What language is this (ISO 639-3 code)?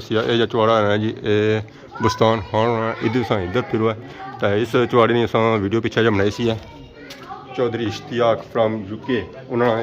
phr